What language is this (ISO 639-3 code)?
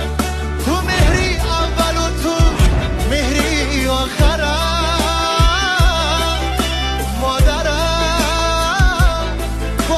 tgk